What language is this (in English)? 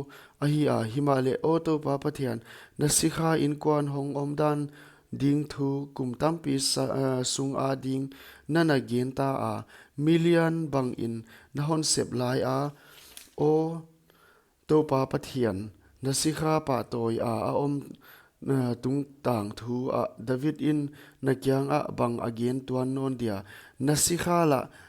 Paite Chin